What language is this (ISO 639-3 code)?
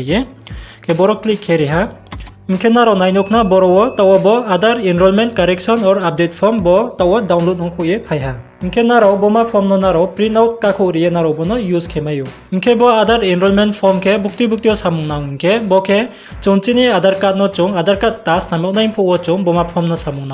ria